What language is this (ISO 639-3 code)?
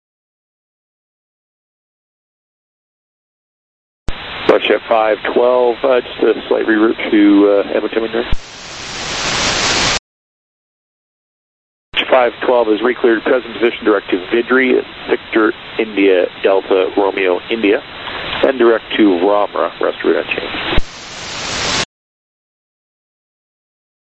eng